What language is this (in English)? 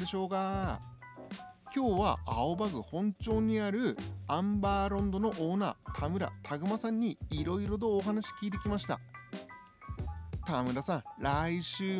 Japanese